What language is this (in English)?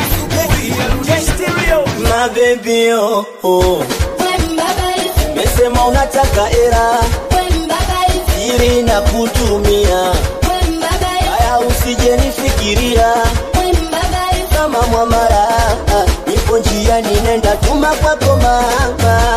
Swahili